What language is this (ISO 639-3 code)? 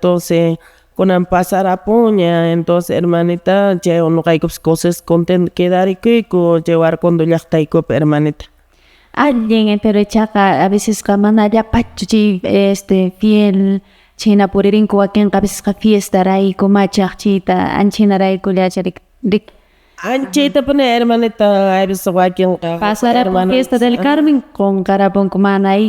que